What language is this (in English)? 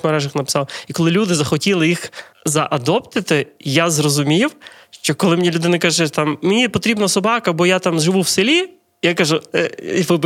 Ukrainian